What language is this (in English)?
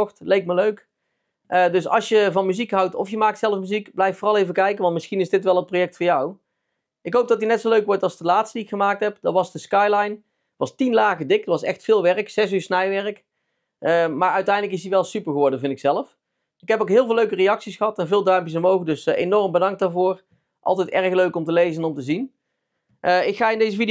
Dutch